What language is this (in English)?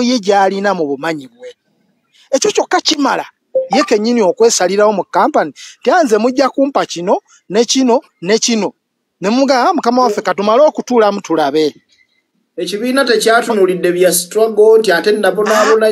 Ganda